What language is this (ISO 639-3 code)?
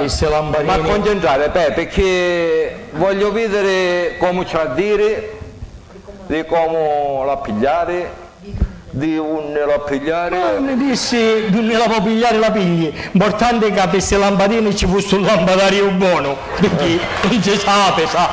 scn